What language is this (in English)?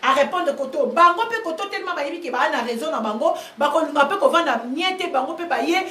Lingala